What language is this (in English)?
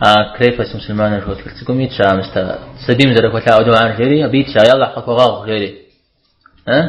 Kabardian